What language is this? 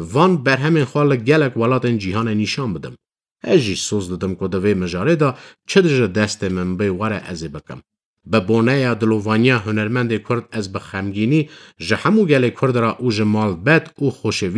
Kurdish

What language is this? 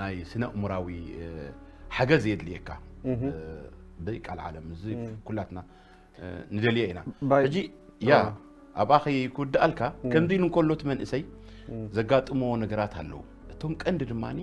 Tigrinya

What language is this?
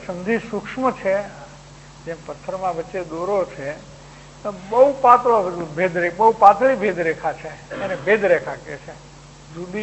Gujarati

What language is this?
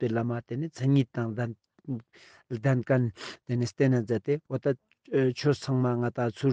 Ladakhi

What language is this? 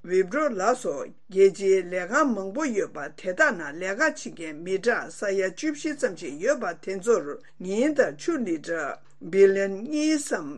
Tibetan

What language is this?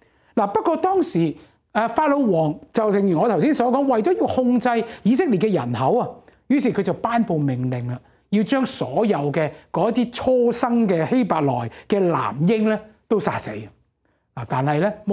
Cantonese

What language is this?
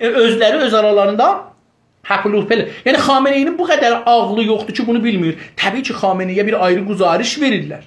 South Azerbaijani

